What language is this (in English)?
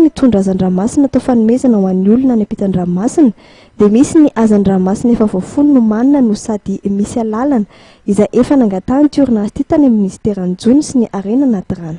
Malagasy